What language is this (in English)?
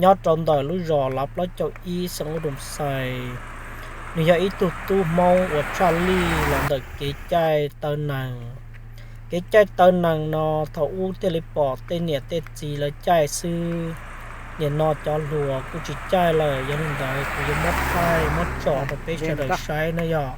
Hmong